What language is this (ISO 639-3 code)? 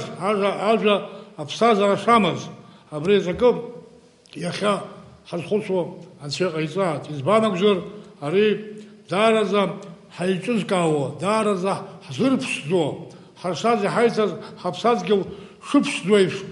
abk